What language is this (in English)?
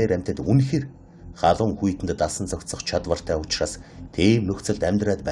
Mongolian